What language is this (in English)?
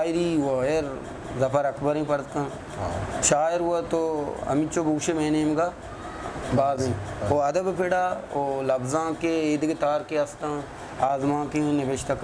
Eastern Balochi